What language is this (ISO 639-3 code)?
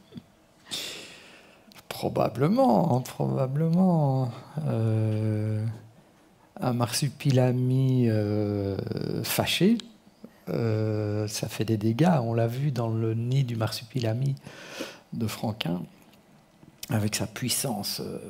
fra